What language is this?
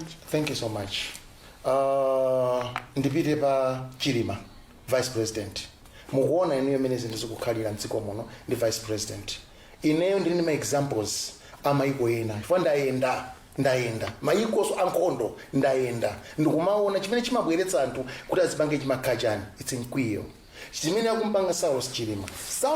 Nyanja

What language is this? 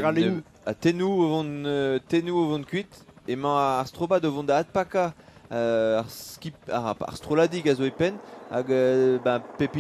Breton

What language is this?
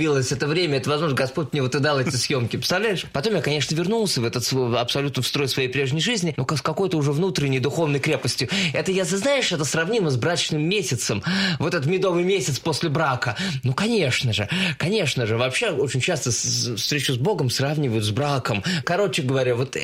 Russian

